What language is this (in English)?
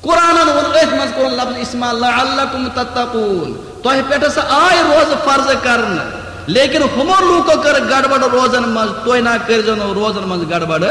Kashmiri